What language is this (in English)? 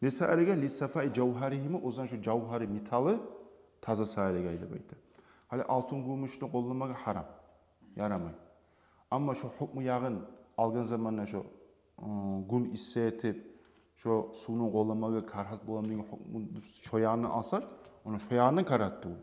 Kumyk